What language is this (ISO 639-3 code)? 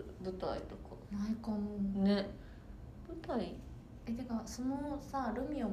jpn